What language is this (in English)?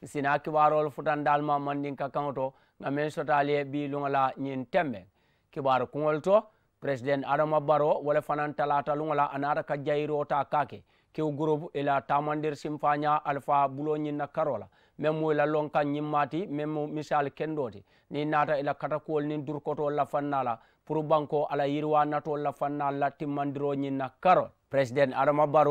Mandingo